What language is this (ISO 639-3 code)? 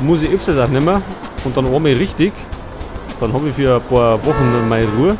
bar